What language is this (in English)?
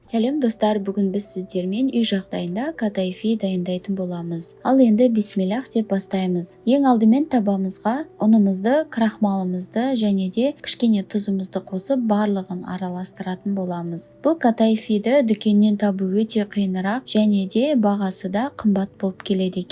Kazakh